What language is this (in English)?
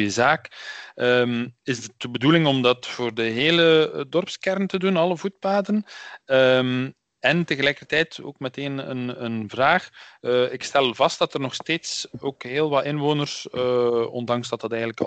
Dutch